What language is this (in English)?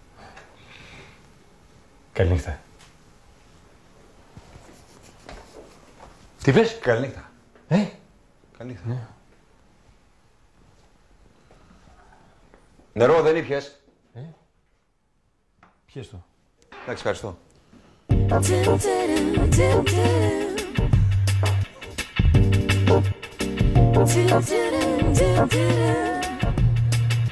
Greek